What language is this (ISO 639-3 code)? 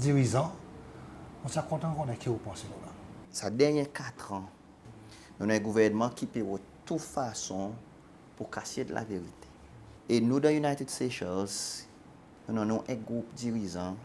crs